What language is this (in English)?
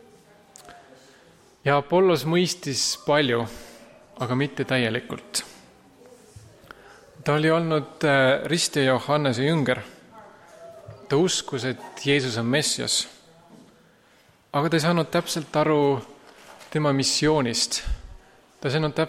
Estonian